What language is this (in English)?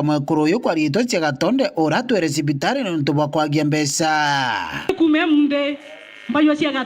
Meru